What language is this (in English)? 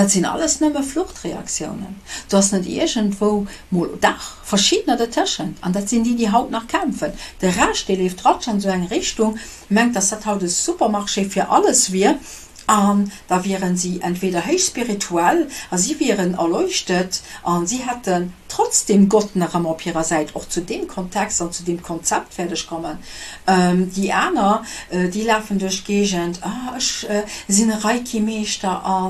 Luxembourgish